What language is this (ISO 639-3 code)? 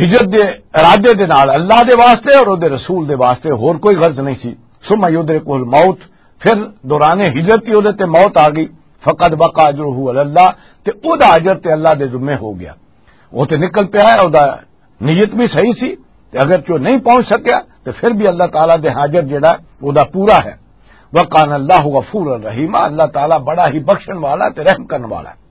lah